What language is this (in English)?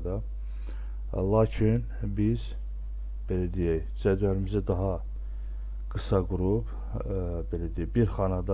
Azerbaijani